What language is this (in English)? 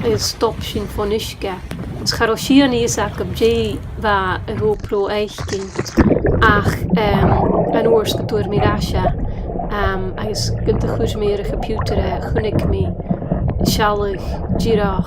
Scottish Gaelic